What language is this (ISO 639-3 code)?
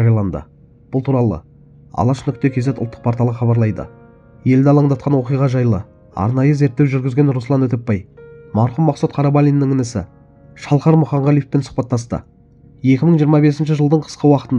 kaz